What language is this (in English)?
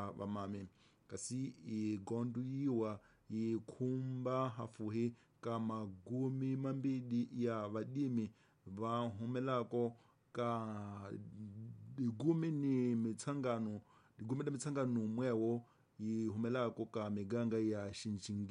Tsonga